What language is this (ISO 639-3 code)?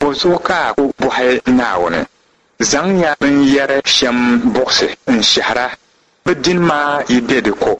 dag